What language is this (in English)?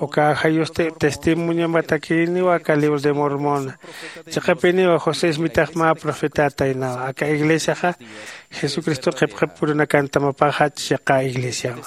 Aymara